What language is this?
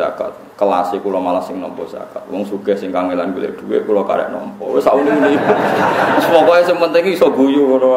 Javanese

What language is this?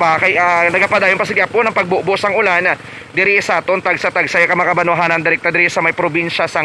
Hiligaynon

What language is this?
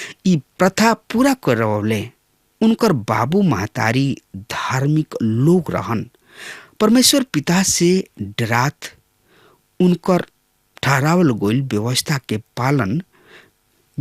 Bhojpuri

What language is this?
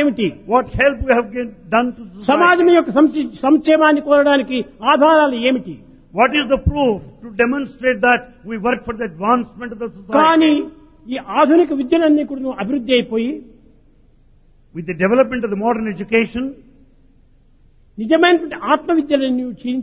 Telugu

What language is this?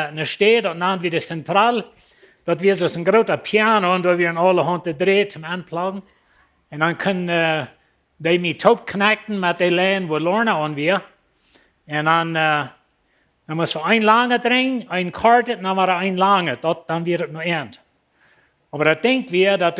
Plautdietsch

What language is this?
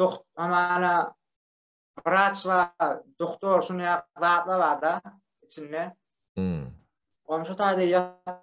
Turkmen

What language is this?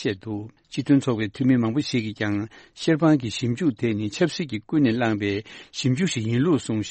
Tibetan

